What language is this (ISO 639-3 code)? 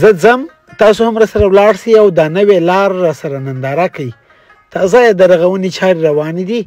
pus